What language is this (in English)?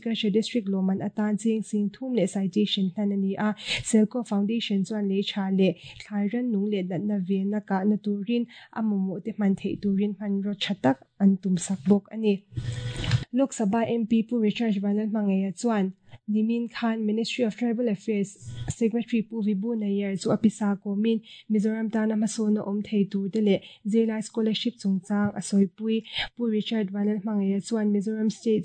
Mizo